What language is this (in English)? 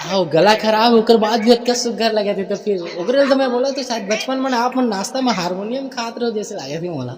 Chhattisgarhi